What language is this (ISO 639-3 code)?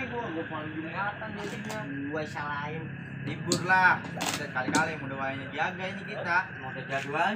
bew